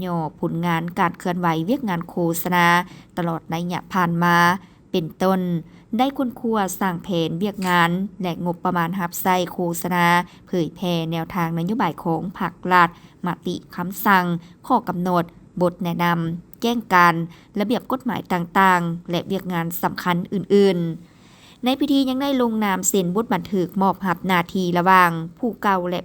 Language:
Lao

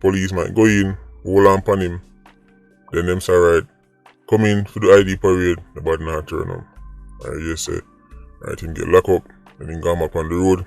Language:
Jamaican Creole English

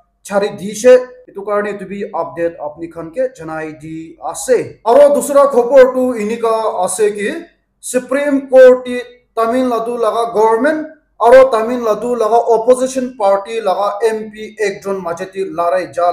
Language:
Naga Pidgin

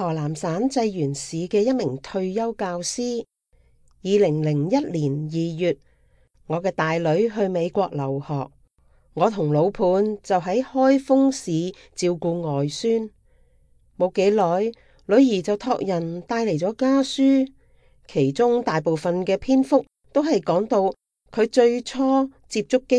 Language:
Cantonese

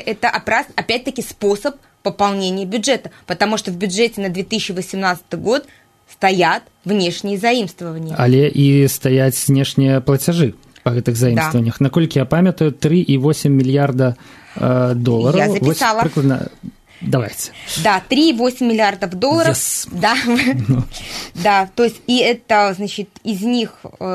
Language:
Belarusian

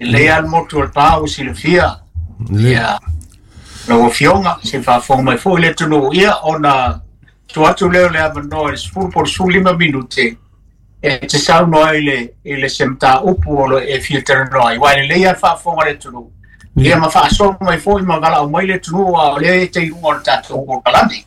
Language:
Samoan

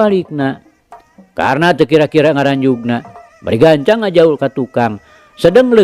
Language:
Sundanese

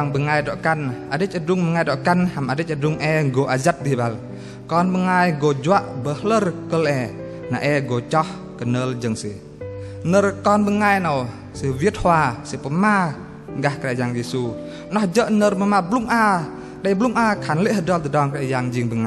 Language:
Bahnar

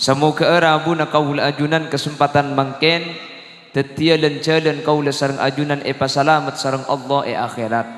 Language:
Madurese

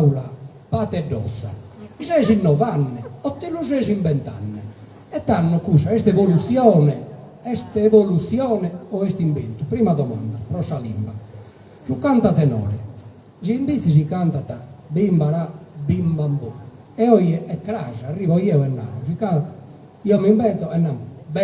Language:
Sardinian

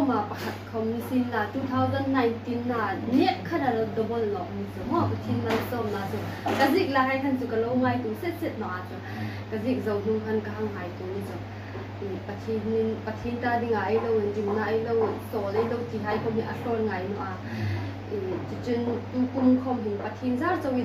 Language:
Hmar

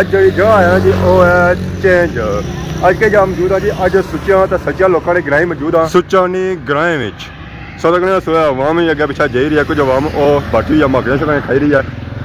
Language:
Pahari-Potwari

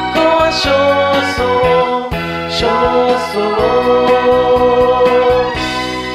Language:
Japanese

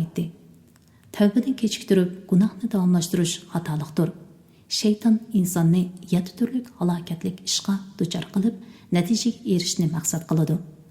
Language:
Uyghur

